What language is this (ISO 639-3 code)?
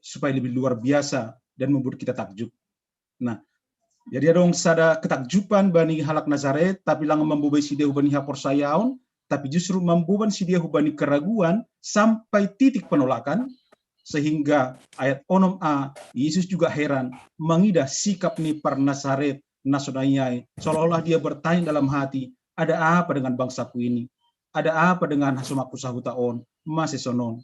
bts